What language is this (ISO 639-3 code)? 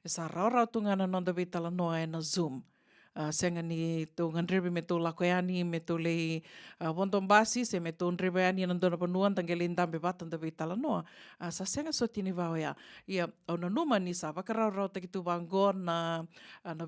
fij